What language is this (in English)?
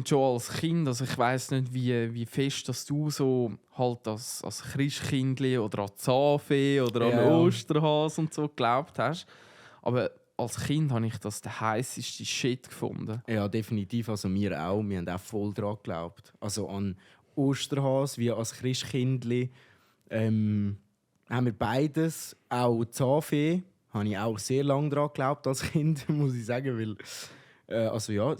Swiss German